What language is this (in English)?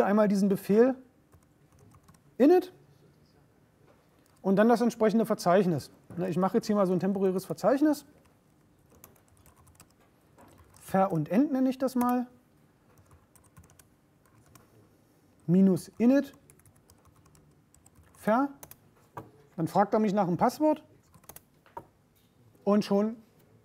German